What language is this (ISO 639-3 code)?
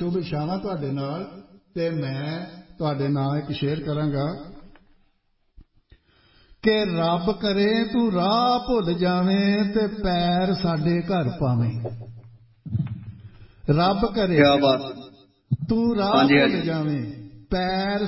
pan